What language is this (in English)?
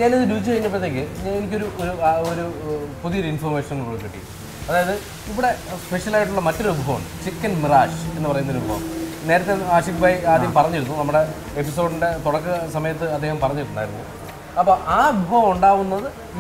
Malayalam